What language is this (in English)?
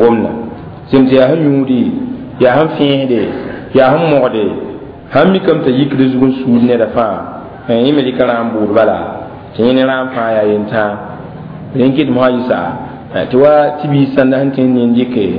Mossi